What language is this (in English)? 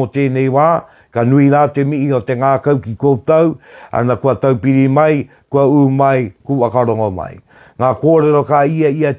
Māori